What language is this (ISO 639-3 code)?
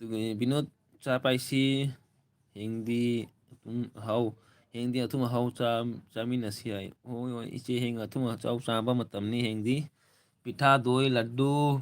mni